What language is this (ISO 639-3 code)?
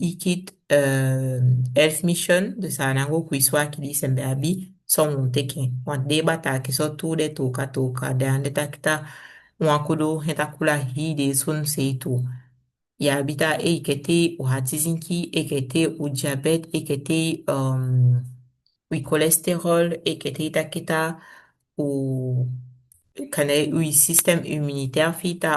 srm